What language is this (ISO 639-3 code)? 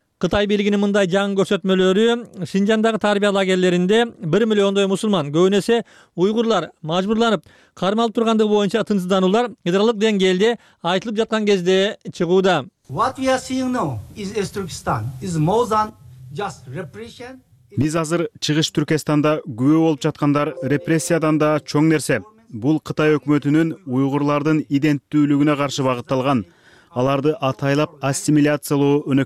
kir